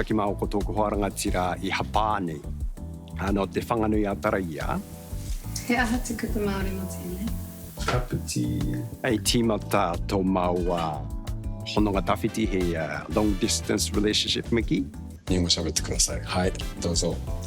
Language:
Māori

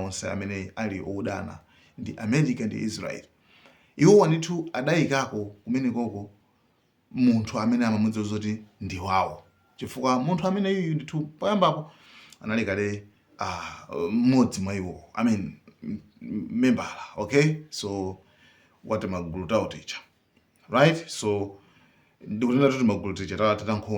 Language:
Nyanja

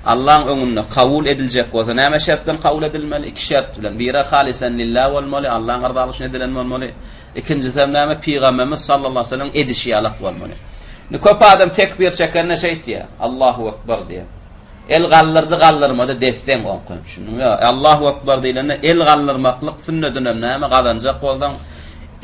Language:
Turkmen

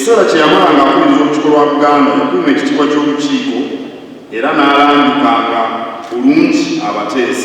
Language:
Ganda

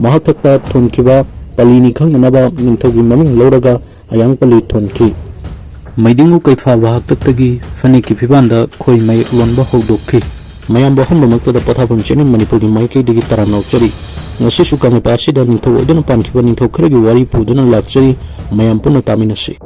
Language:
Manipuri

